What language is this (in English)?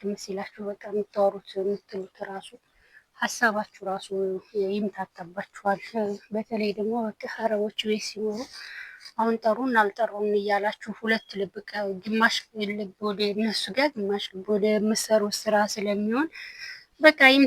Amharic